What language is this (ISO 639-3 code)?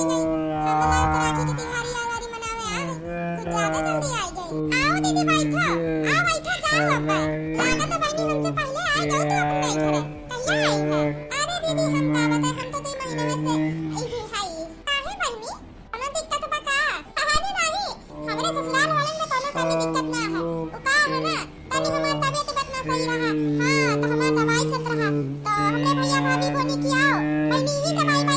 awa